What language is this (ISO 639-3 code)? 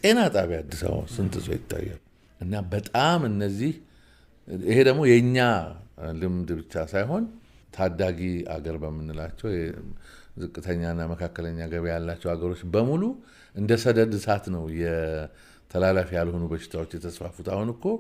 amh